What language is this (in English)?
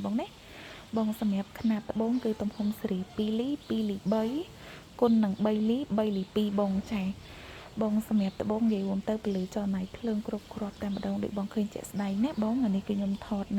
Khmer